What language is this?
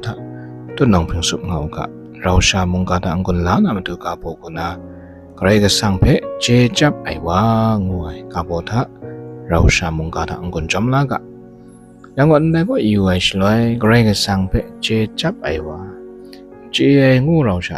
Kachin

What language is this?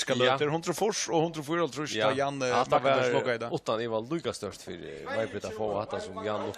Faroese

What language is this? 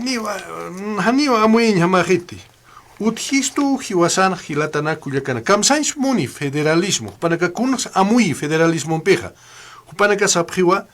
Aymara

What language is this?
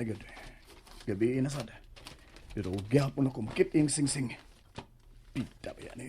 Cebuano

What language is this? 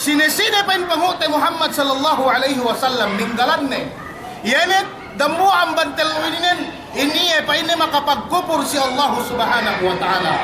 Yakan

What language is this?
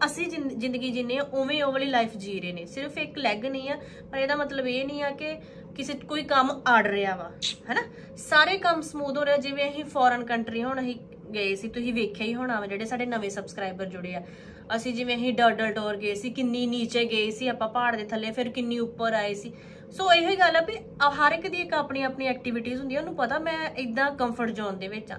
Punjabi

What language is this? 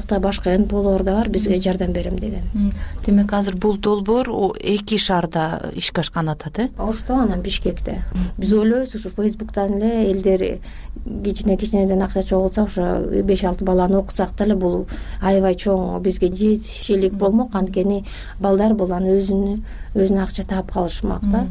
Kyrgyz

